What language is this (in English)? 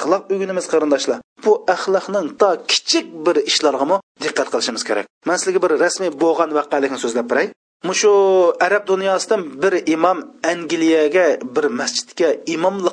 Uyghur